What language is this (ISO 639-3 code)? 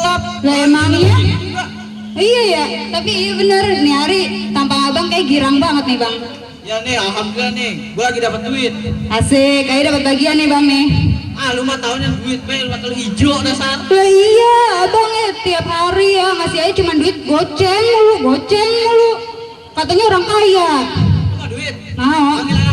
bew